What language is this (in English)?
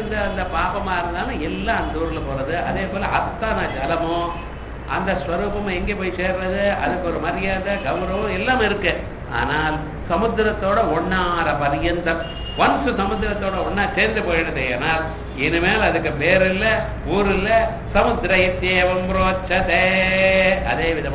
Tamil